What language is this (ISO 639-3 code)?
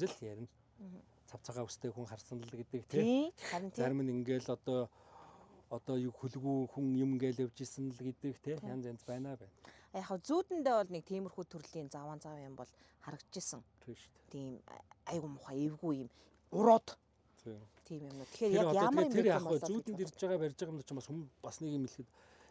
mon